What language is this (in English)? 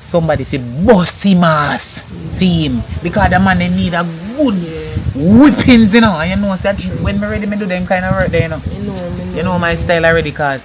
Jamaican Creole English